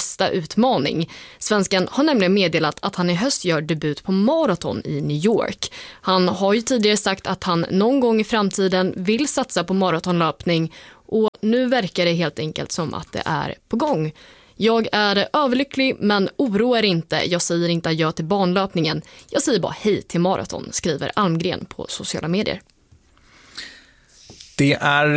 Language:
Swedish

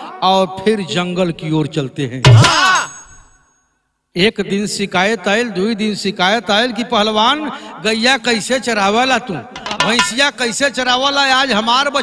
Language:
Bhojpuri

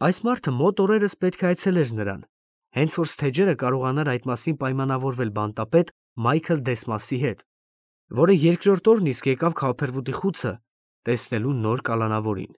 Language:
Armenian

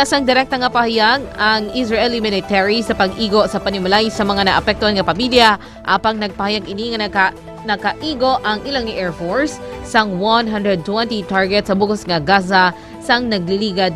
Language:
Hiligaynon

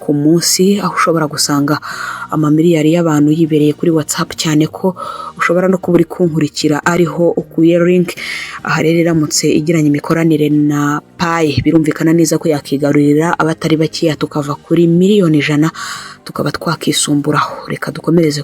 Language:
Kinyarwanda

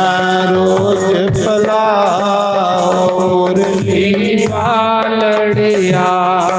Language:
Dogri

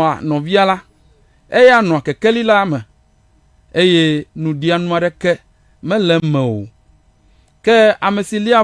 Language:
Ewe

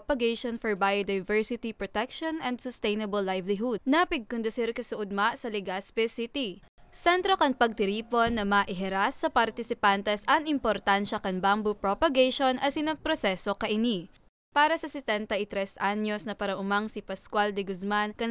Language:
Bikol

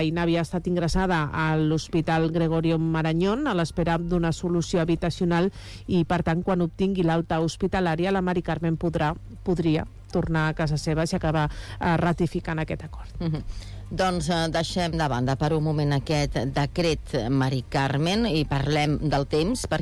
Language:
Catalan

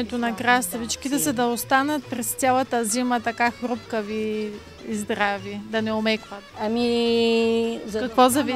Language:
Bulgarian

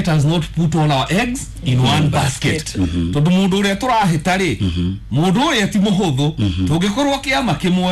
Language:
Kikuyu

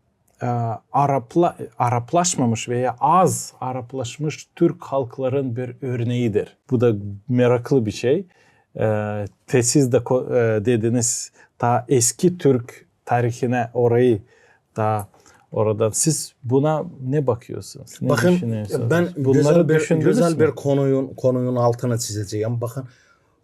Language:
Gagauz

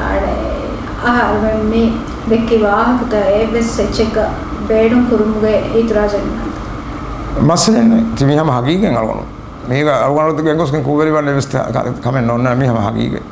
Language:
Divehi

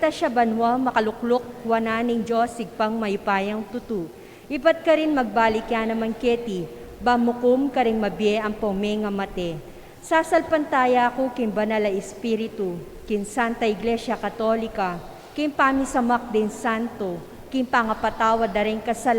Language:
Pampanga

